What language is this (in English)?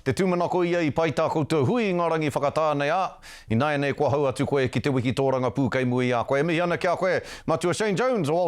Māori